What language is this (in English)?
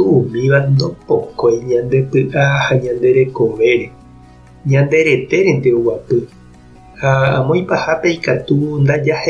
Guarani